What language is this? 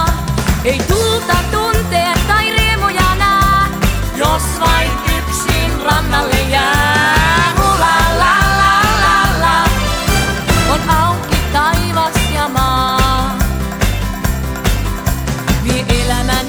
Finnish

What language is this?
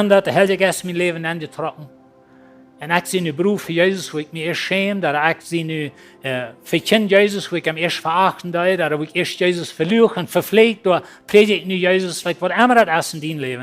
Plautdietsch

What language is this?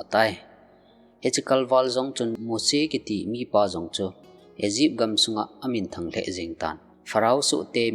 Thado Chin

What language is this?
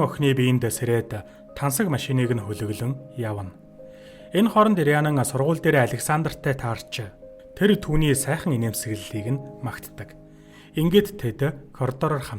Mongolian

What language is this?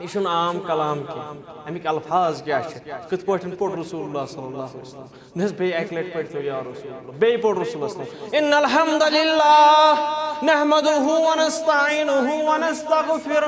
Kashmiri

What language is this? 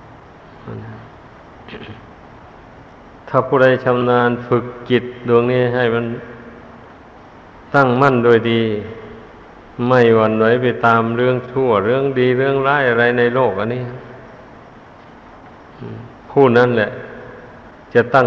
Thai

